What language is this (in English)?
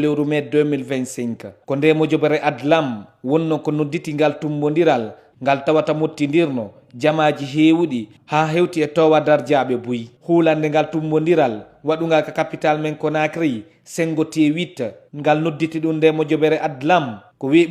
Fula